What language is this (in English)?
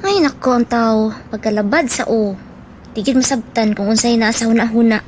Cebuano